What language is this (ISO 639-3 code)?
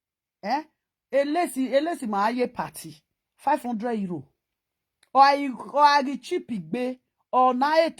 pcm